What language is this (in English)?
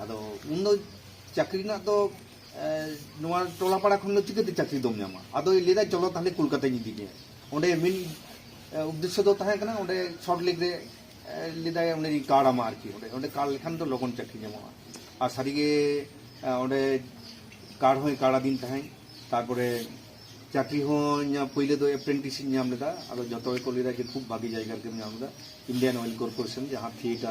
Santali